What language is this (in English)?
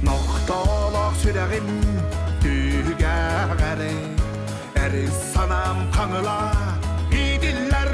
Yakut